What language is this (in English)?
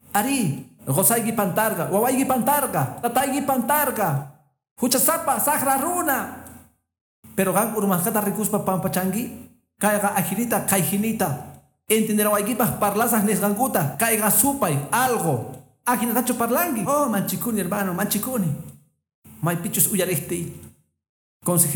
Quechua